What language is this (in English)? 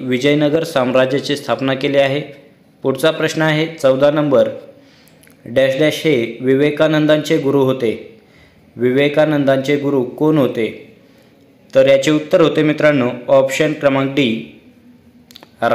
Marathi